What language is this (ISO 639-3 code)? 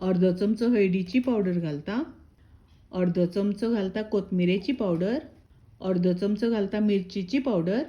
kok